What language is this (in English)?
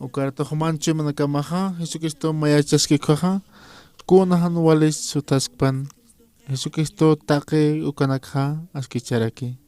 Aymara